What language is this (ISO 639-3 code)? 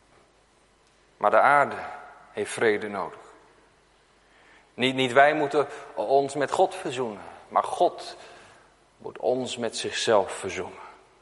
nld